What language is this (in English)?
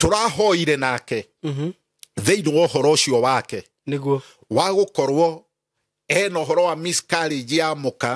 Kikuyu